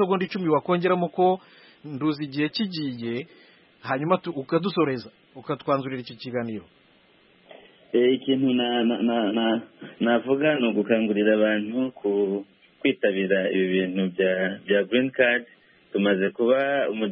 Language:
Kinyarwanda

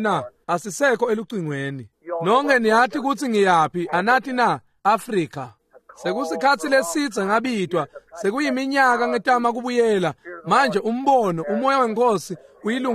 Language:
Swati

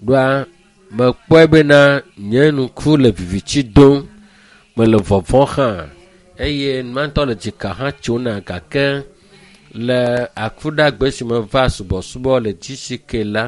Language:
Ewe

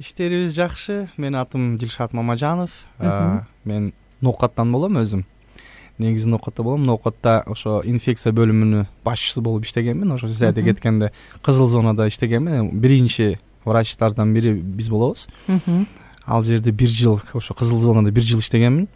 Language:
Kyrgyz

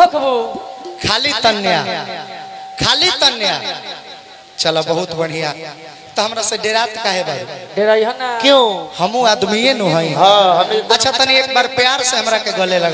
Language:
Bhojpuri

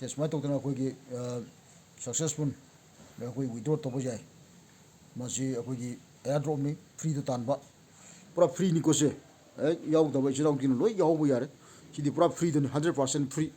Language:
Manipuri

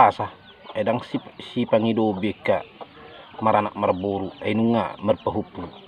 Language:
Batak Toba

